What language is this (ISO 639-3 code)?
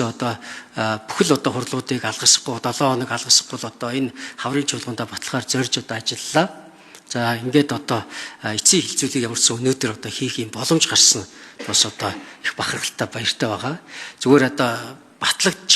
mon